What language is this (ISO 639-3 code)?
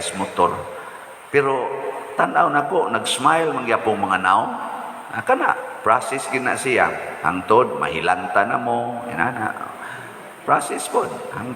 ceb